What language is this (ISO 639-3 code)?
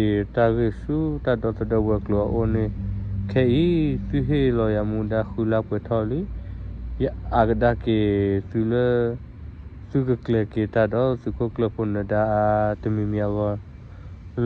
ksw